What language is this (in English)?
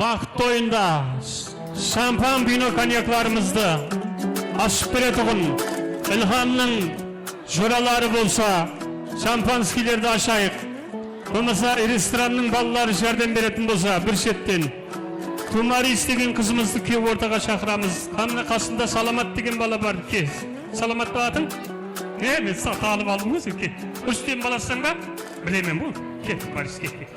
Kara-Kalpak